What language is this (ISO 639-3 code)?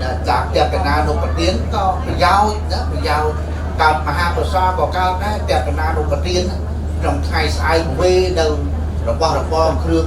khm